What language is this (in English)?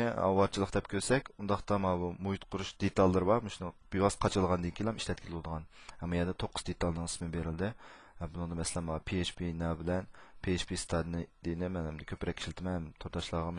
Uyghur